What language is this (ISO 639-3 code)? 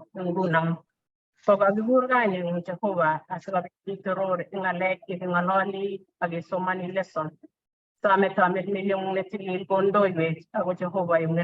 kln